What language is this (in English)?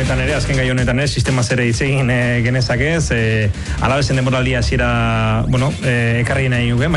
Basque